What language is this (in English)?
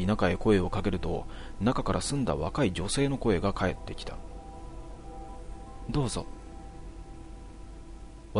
Japanese